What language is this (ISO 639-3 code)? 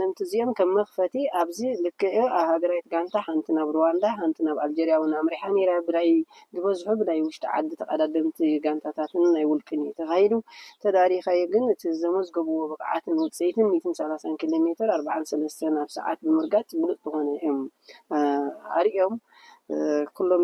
tir